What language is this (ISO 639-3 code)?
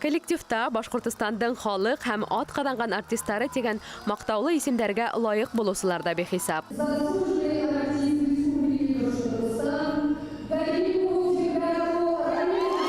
bak